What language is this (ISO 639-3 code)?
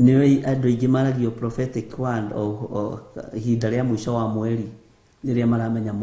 kik